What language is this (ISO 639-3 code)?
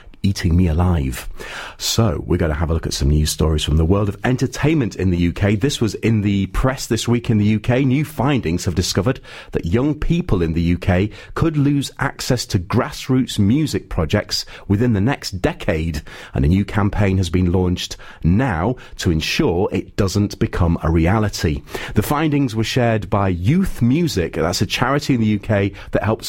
eng